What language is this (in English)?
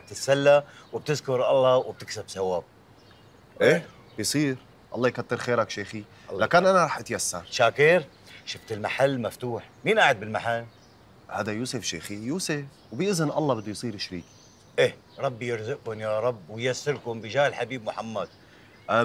North Levantine Arabic